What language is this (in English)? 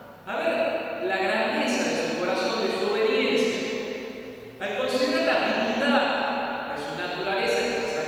Spanish